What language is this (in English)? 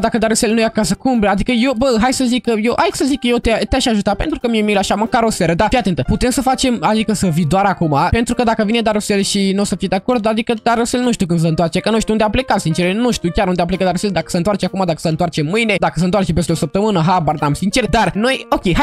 Romanian